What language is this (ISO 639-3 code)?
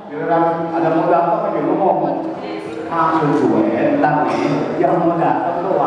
bew